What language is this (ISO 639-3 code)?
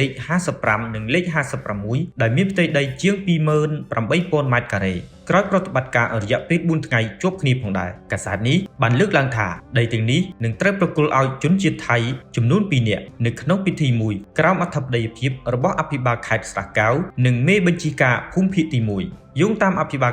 khm